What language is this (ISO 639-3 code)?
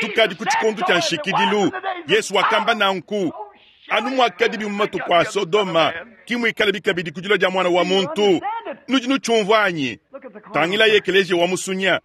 lua